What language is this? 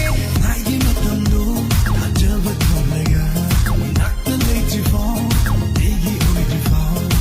Manipuri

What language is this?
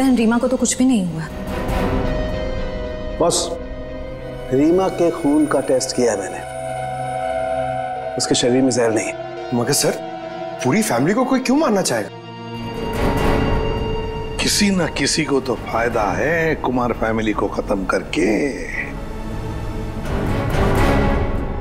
Hindi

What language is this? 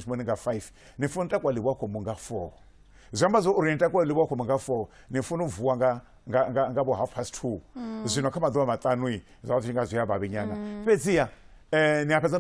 Venda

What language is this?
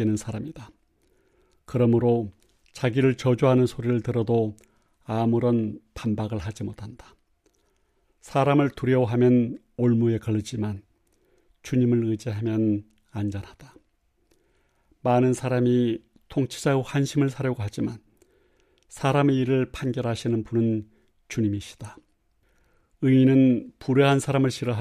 Korean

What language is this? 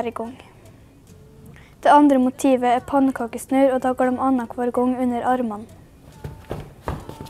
Norwegian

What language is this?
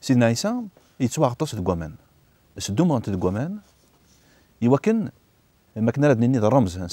Kabyle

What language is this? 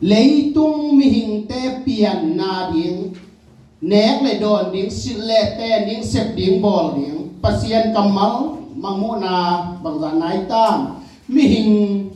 Tedim Chin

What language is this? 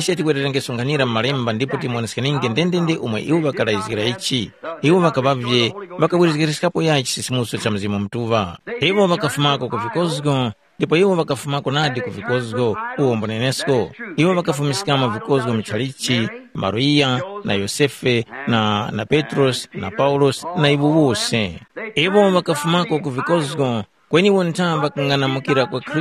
Tumbuka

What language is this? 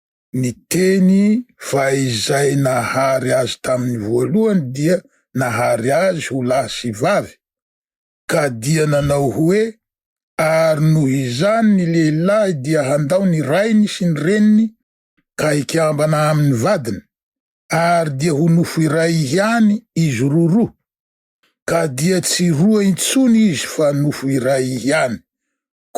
Malagasy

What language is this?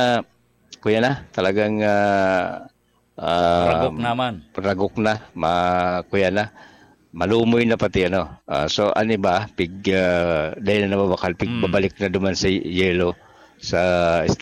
Bikol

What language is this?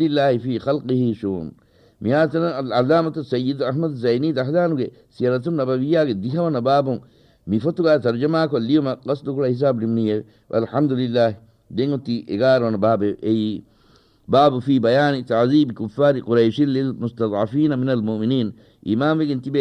Divehi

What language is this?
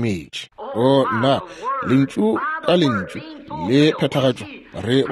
Northern Sotho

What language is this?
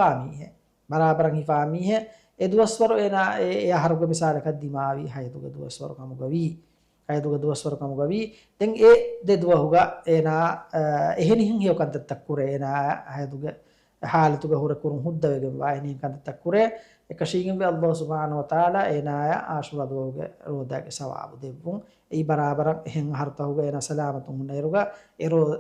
Divehi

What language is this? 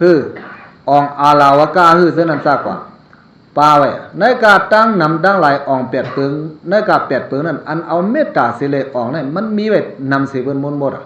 Shan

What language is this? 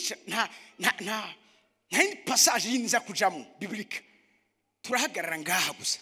Rundi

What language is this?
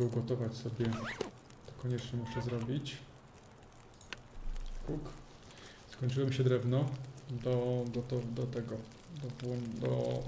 Polish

